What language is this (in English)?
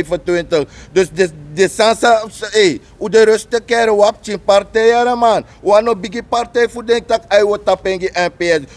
Sranan Tongo